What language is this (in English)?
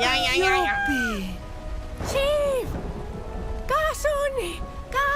Romansh